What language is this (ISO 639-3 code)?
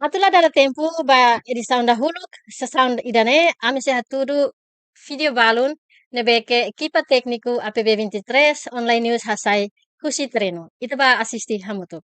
tet